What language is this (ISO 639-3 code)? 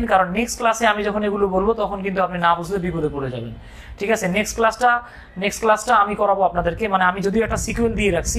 ben